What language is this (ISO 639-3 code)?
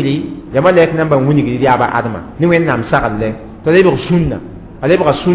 mos